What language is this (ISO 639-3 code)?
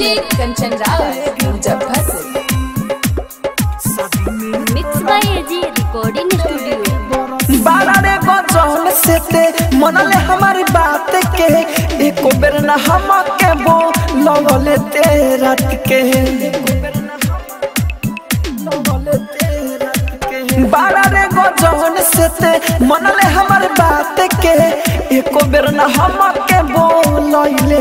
bho